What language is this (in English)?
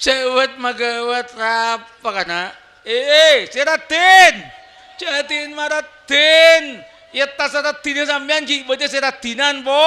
Madurese